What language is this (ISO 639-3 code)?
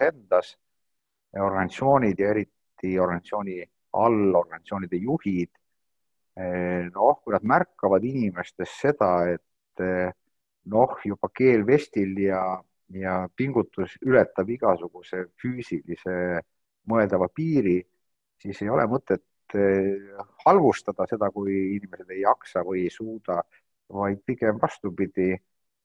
est